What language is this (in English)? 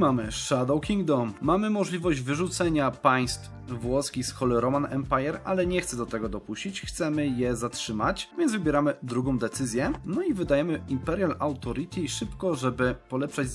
Polish